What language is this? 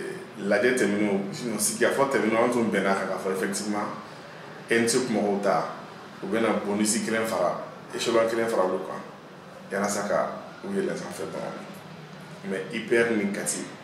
Bambara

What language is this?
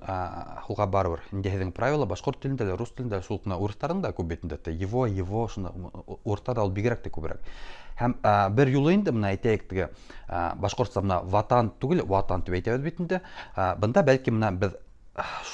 Bashkir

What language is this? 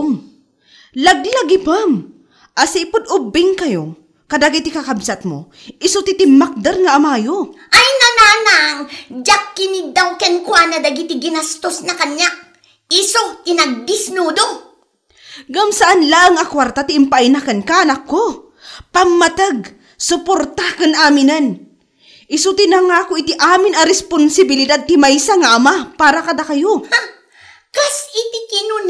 Iloko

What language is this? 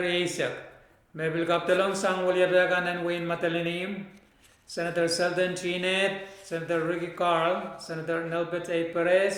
Pohnpeian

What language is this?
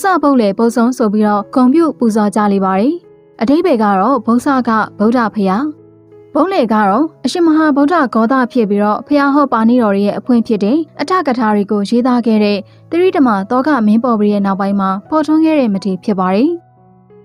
Burmese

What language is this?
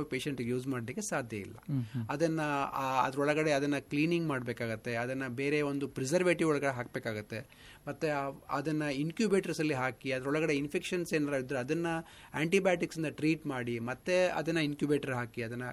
Kannada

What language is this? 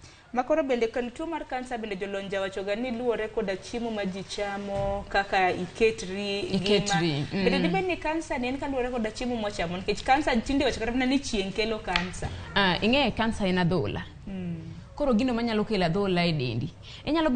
Luo (Kenya and Tanzania)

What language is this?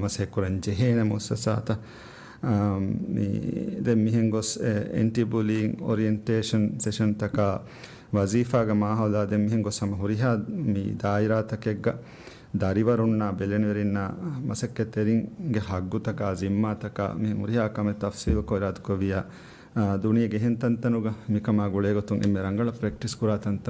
Divehi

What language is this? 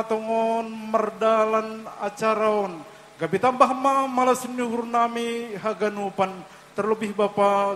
Batak Simalungun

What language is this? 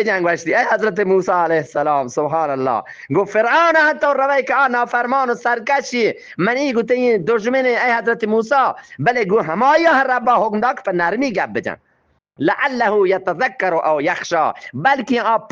Eastern Balochi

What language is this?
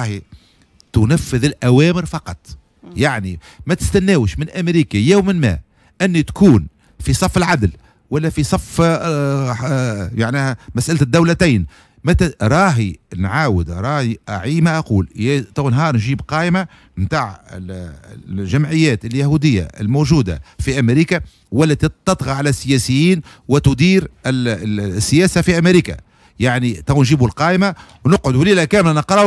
Tunisian Arabic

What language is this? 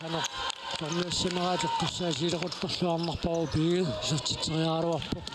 Kalaallisut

